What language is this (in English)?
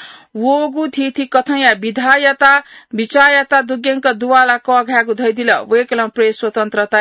Newari